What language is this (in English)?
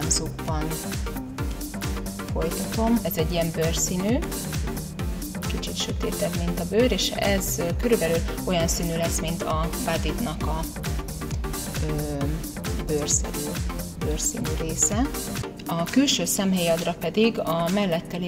Hungarian